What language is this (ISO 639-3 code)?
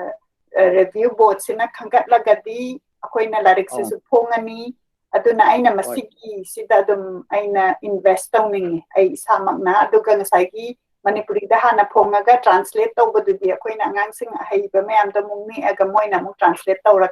mni